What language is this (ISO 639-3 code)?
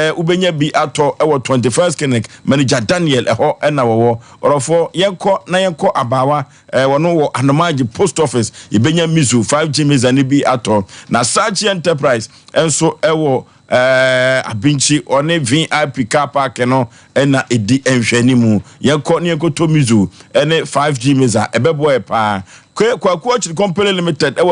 aka